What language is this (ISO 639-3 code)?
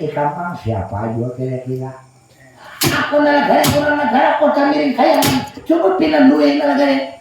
bjn